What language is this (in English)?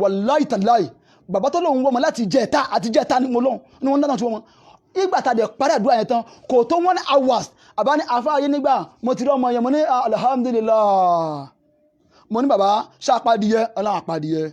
Yoruba